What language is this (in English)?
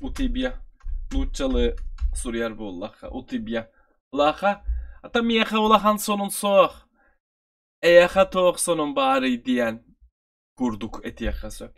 Yakut